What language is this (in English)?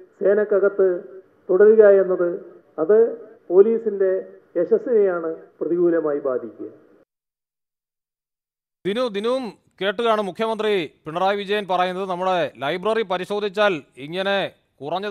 Malayalam